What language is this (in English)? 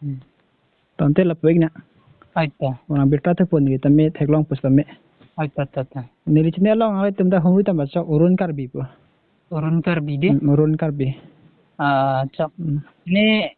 Karbi